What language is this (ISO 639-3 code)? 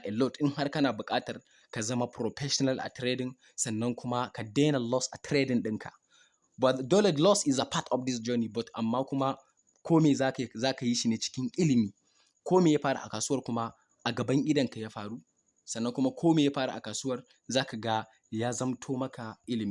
hau